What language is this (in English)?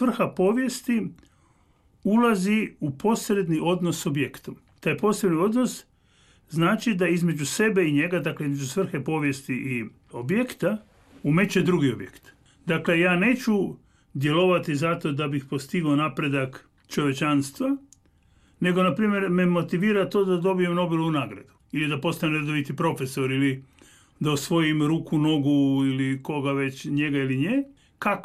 Croatian